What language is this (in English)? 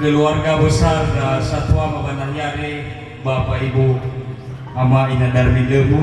Nias